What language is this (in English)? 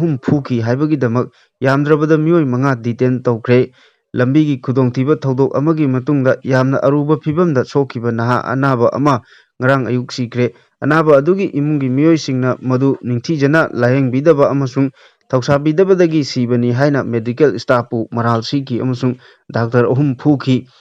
Manipuri